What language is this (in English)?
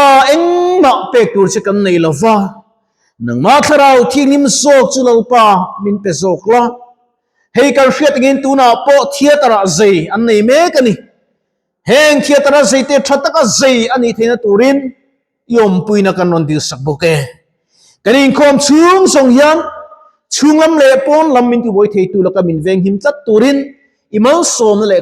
Mizo